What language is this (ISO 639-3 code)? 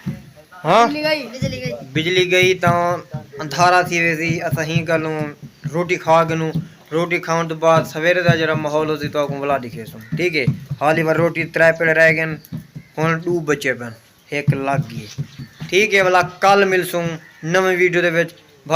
skr